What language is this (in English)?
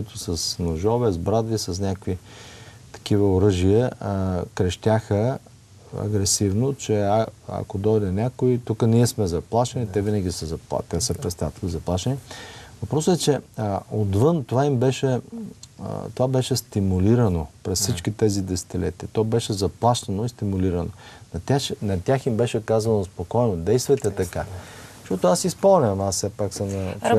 Bulgarian